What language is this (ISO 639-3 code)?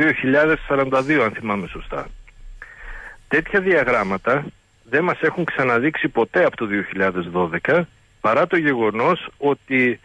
ell